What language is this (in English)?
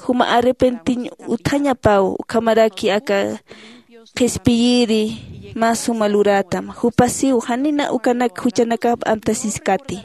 Aymara